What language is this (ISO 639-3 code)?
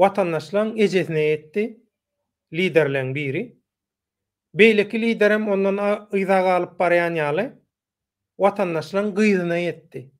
tuk